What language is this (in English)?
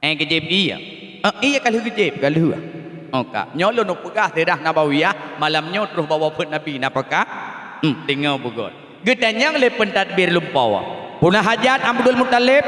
Achinese